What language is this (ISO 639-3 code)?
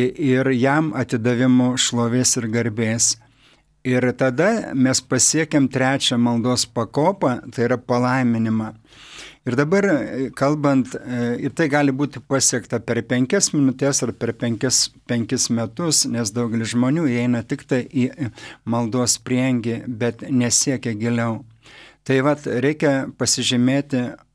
lit